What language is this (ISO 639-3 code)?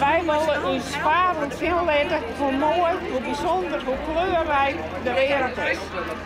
fry